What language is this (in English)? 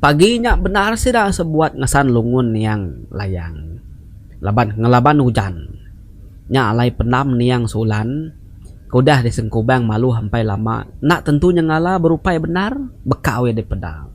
Iban